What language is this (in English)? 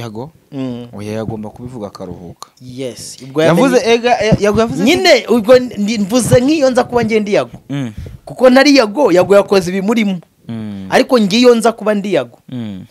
Kinyarwanda